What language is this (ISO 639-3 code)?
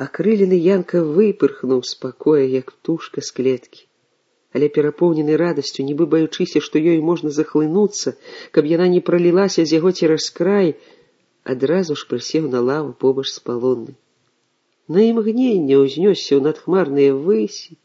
bel